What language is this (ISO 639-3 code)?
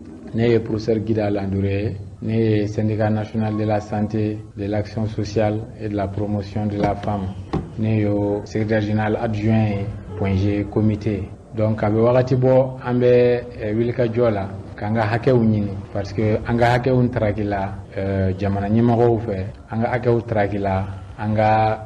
bam